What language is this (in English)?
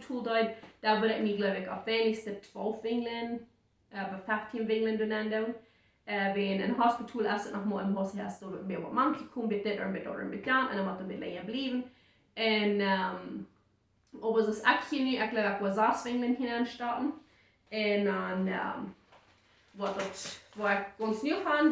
Plautdietsch